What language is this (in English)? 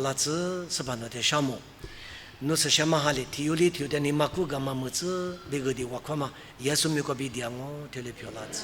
Lisu